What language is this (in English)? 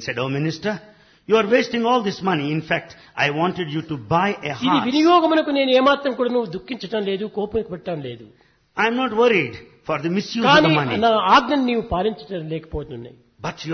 Telugu